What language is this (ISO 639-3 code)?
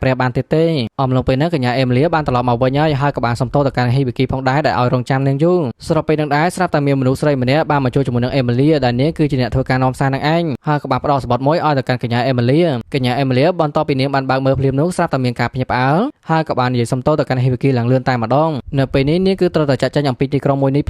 khm